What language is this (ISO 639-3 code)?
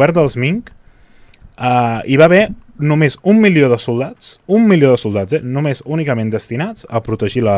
cat